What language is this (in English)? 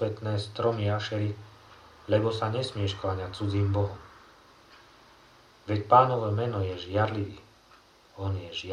Slovak